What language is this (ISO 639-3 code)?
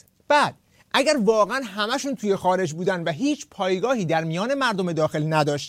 fas